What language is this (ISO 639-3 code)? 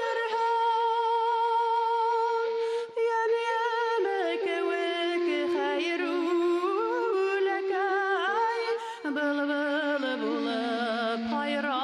bak